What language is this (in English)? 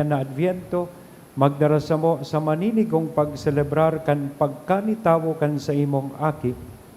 Bikol